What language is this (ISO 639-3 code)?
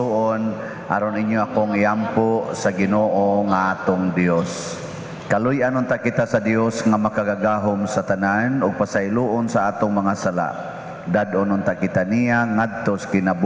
ceb